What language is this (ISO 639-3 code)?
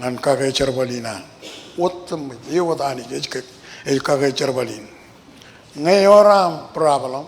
mah